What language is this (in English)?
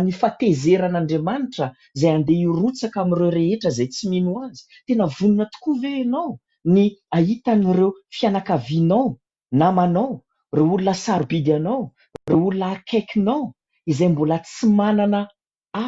Malagasy